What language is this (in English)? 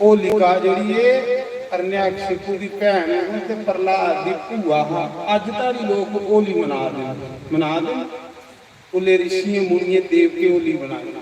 Dogri